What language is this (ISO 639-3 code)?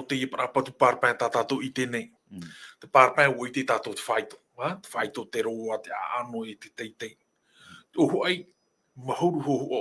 tah